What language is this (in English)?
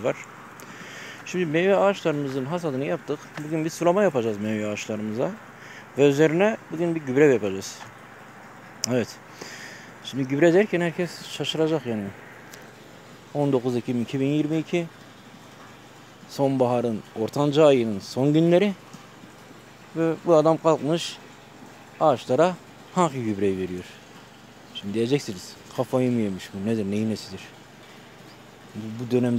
Turkish